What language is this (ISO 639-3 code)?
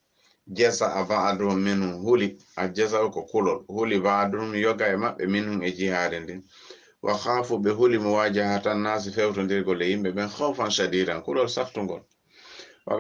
ful